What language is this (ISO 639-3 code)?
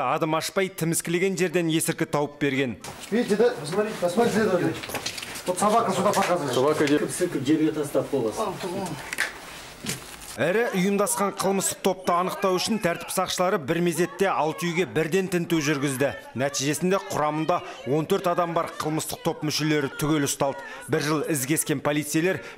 kaz